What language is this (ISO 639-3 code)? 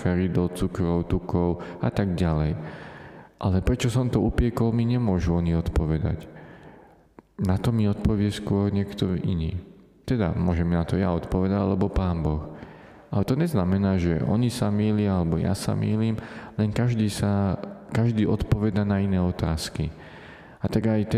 slk